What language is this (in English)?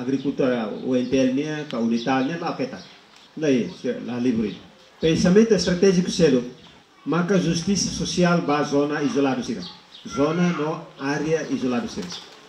Tetum